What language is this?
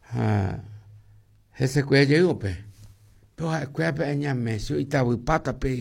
Guarani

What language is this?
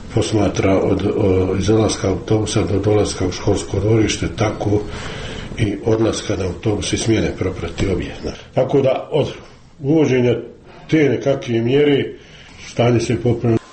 Croatian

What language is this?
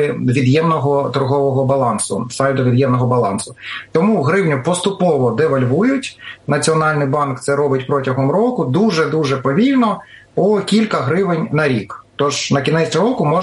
Ukrainian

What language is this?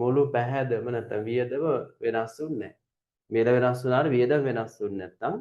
Sinhala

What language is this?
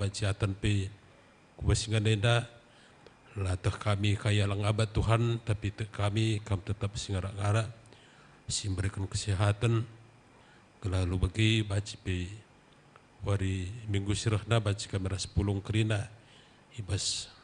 Batak Karo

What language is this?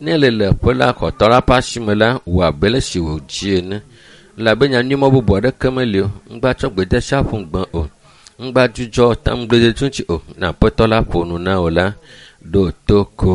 Ewe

